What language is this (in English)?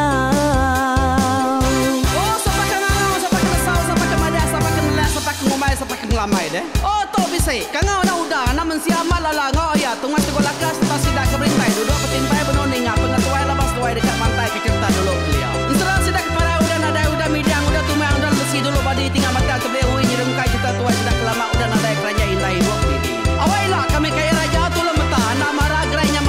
Iban